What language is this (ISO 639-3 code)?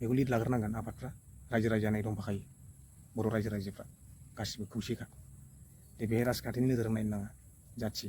brx